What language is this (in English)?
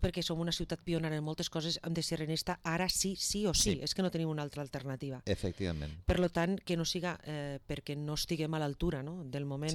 Catalan